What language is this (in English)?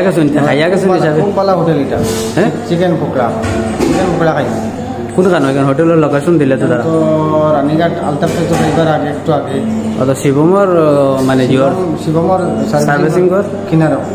Sylheti